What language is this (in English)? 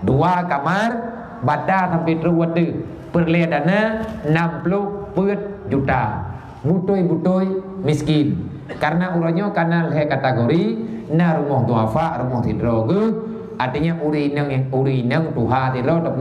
Achinese